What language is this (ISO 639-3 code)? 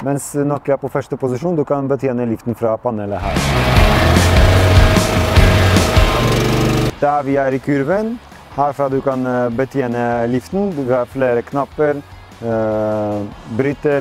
nor